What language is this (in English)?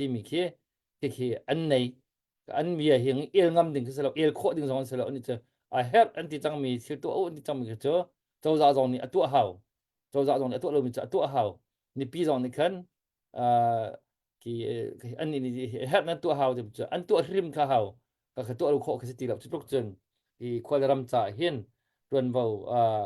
Hakha Chin